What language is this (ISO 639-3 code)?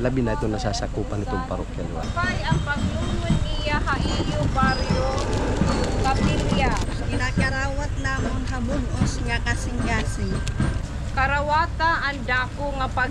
war